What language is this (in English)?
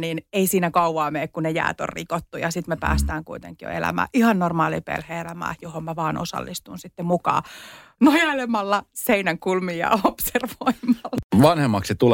Finnish